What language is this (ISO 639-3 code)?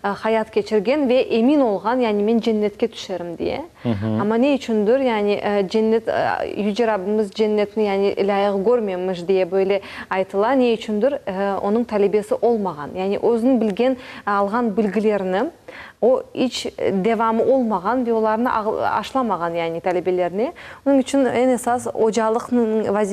crh